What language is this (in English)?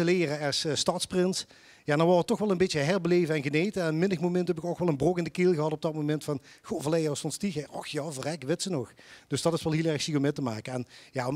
Limburgish